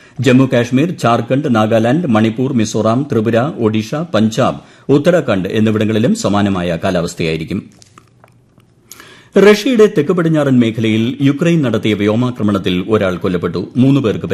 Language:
Malayalam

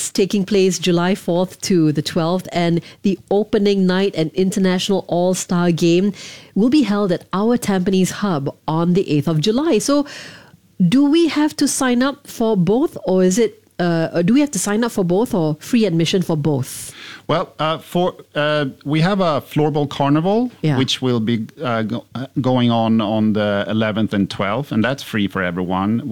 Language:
English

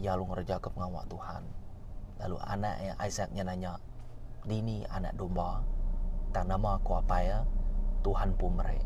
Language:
Iban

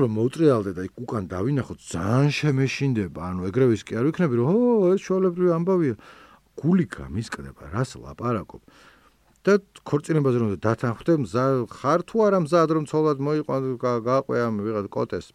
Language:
Georgian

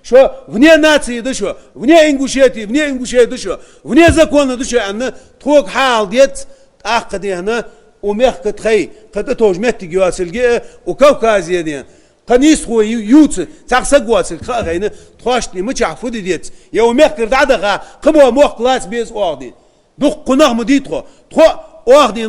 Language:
Ingush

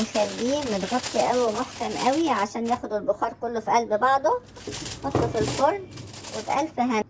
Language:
Egyptian Arabic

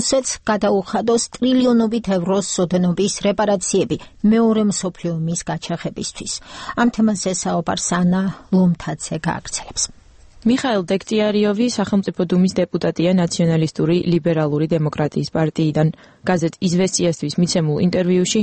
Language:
Georgian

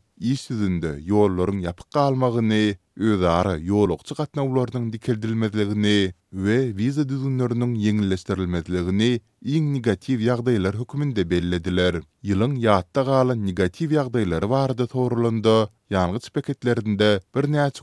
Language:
Turkmen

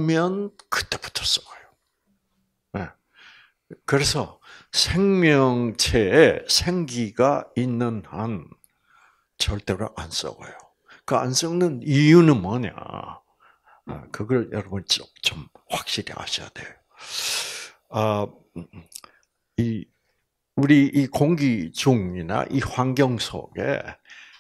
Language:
Korean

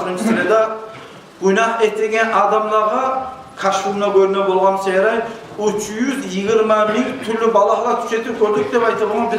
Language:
Kumyk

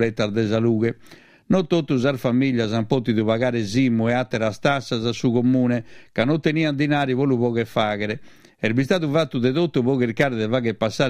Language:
Sardinian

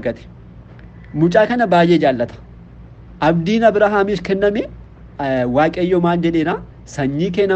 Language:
Oromo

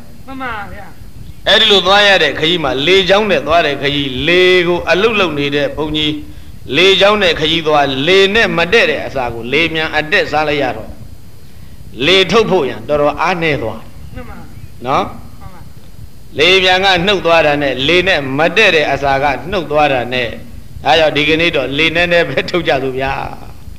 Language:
Burmese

